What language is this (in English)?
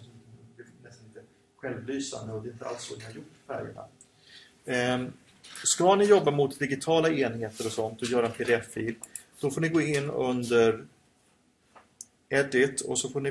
Swedish